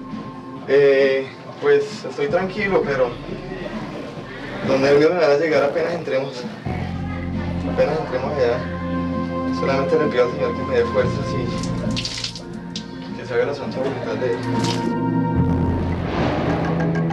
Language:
Spanish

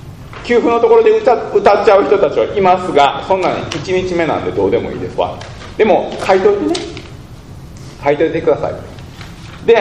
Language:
Japanese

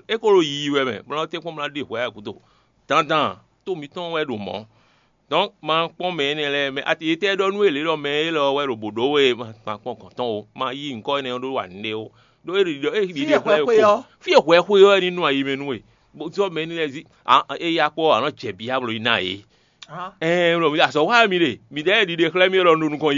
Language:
Fon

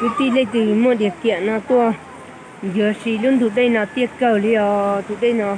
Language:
Hmong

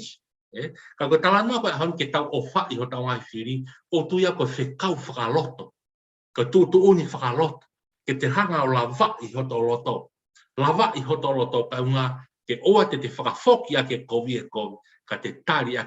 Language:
Tongan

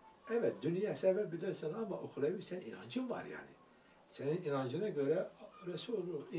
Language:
Turkish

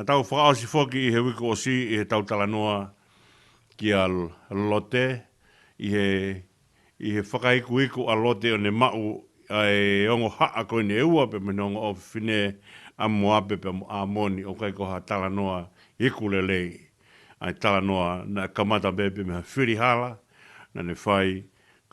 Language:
Tongan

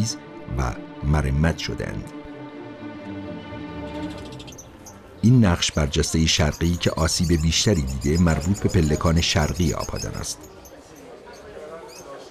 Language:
Persian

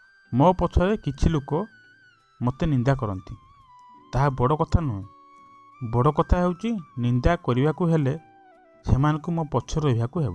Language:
Odia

